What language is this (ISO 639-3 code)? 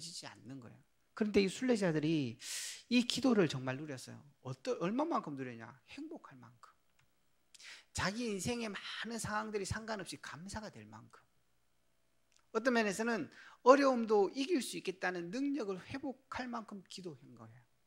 kor